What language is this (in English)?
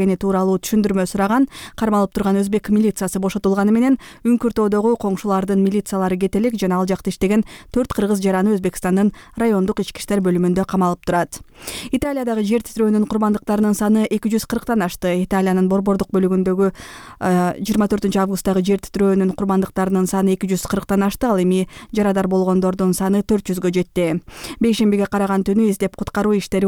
Kyrgyz